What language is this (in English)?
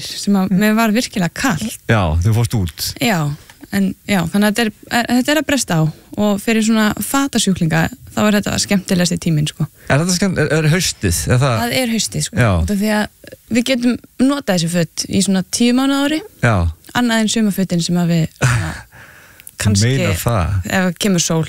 Icelandic